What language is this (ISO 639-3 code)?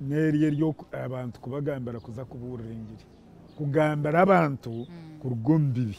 nyn